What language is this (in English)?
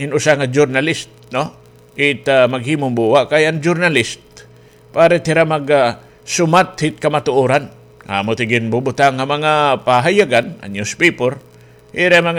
Waray